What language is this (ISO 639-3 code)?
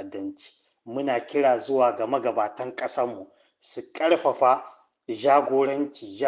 hau